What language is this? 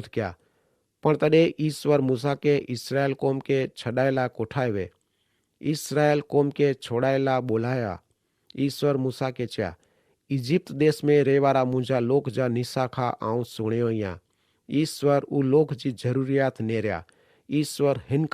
Kachhi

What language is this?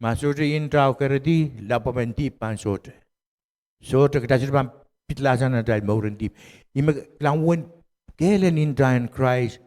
Pohnpeian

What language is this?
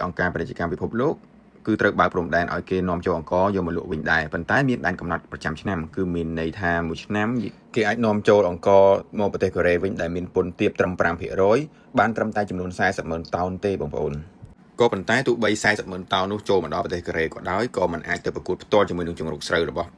Khmer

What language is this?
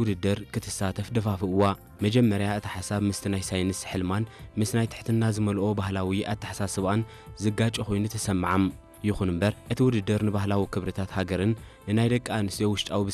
Tigrinya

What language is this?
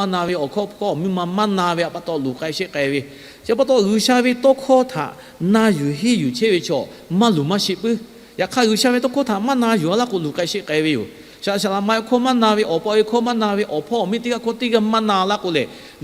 Lahu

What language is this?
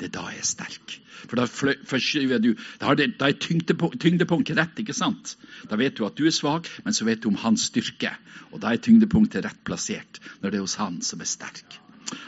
Norwegian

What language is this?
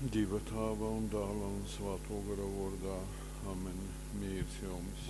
Latgalian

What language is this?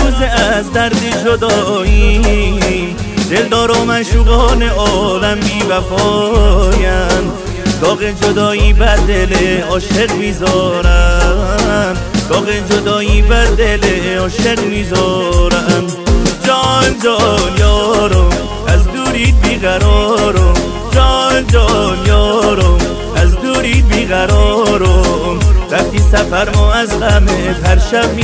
Persian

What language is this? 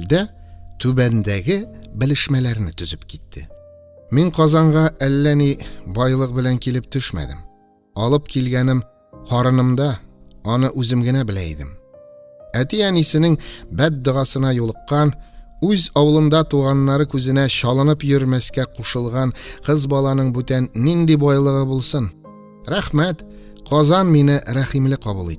Tatar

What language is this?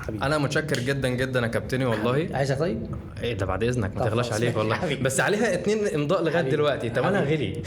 Egyptian Arabic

